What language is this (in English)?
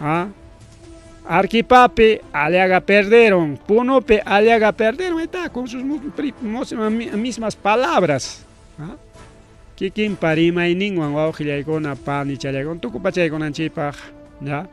Ayacucho Quechua